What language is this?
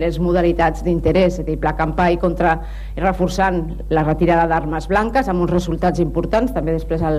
Catalan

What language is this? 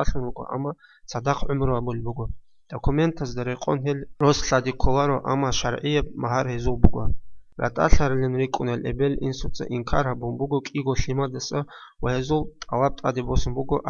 Avaric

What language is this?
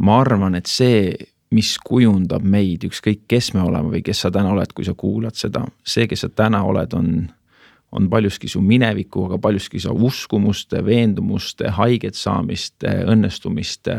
Estonian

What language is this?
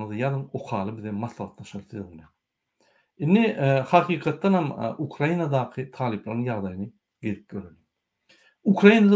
Turkmen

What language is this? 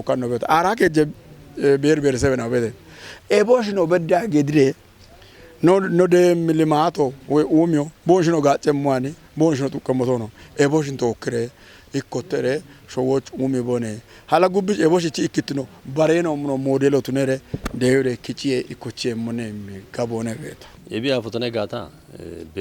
Kafa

